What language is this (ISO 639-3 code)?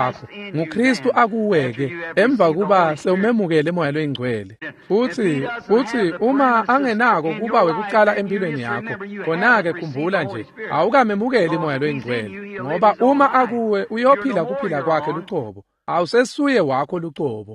ssw